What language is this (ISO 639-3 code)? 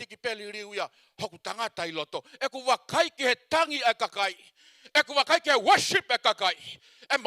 ton